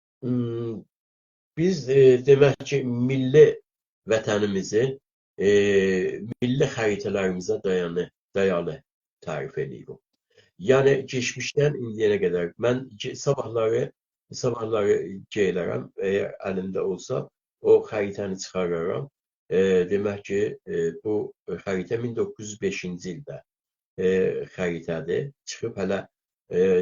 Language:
South Azerbaijani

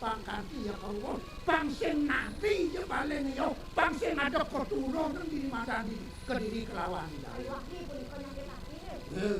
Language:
Balinese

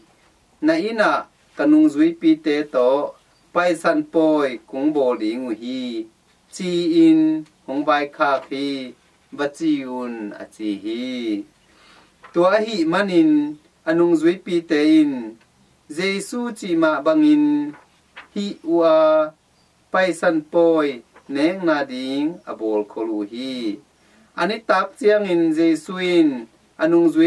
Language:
Tedim Chin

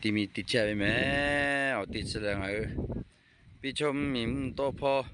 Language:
Lahu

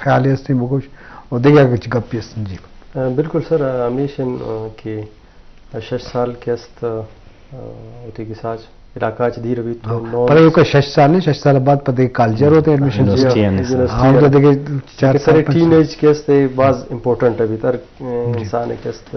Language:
Eastern Balochi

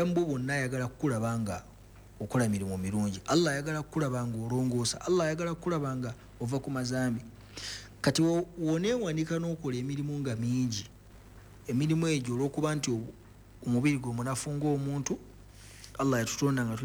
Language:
Ganda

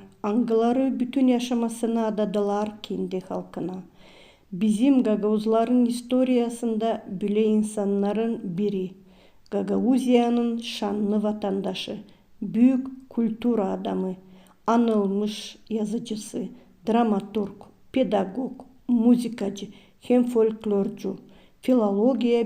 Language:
Gagauz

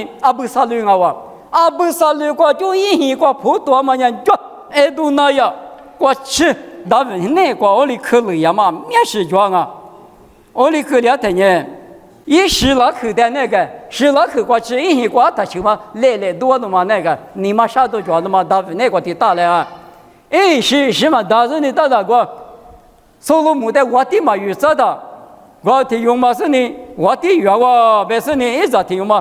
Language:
Lisu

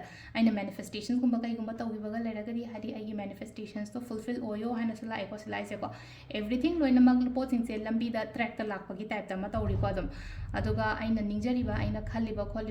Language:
Manipuri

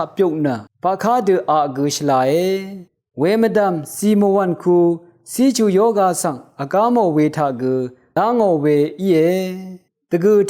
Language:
Rawang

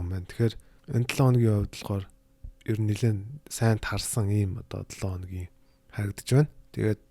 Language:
Mongolian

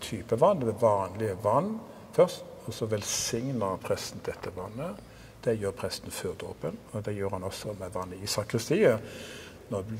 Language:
Norwegian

